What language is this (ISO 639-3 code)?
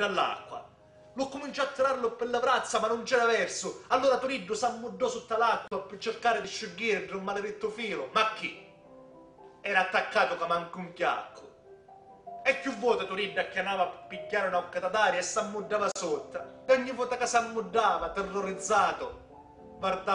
scn